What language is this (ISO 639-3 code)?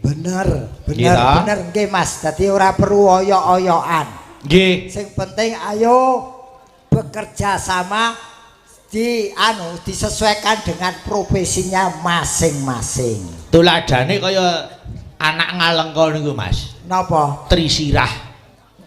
jav